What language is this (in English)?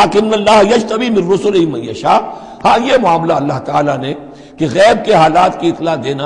Urdu